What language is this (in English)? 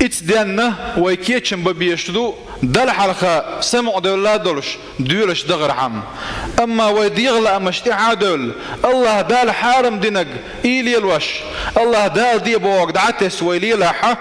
Chechen